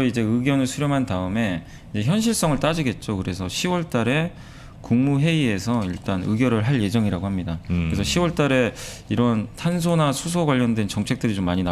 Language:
Korean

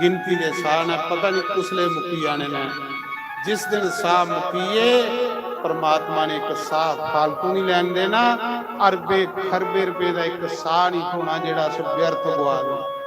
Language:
Dogri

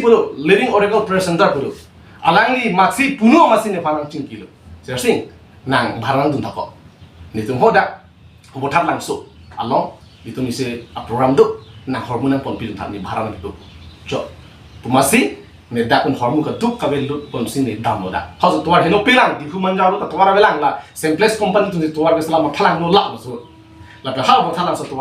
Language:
Karbi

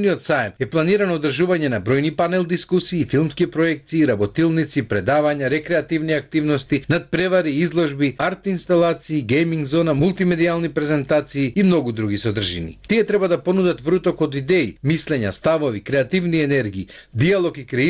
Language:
Macedonian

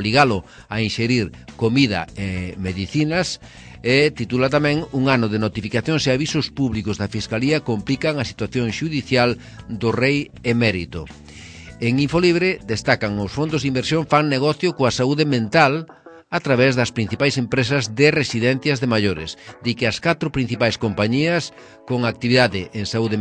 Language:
Galician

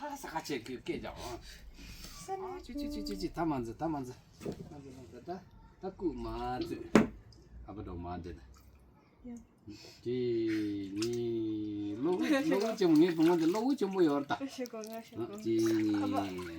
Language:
Tibetan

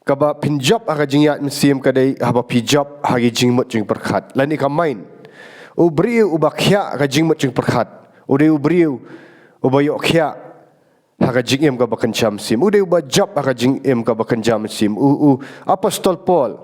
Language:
Khasi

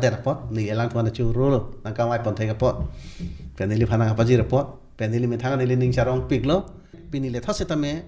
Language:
Karbi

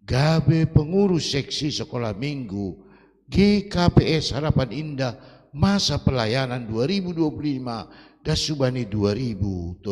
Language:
Batak Simalungun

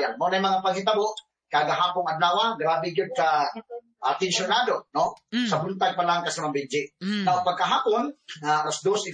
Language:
Cebuano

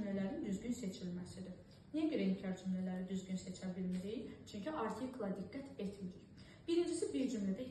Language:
Azerbaijani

